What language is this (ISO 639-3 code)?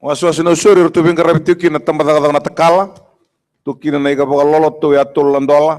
fij